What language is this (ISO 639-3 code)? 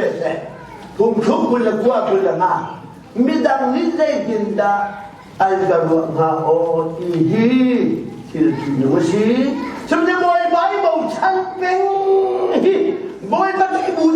cnh